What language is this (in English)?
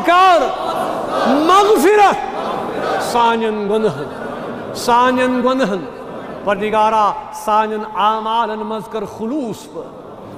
Kashmiri